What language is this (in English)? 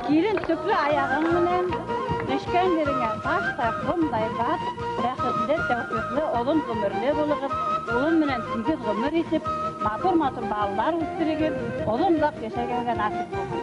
Bashkir